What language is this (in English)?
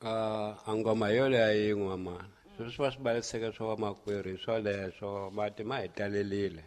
Tsonga